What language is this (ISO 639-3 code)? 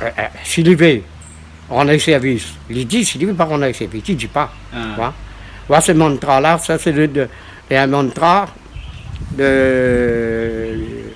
rcf